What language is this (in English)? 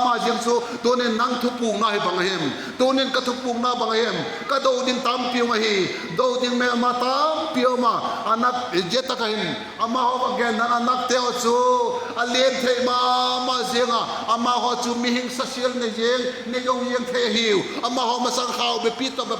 Vaiphei